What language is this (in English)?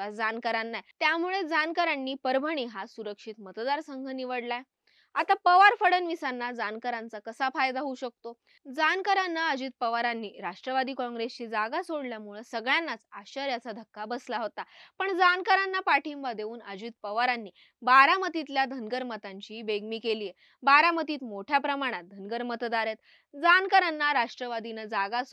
Marathi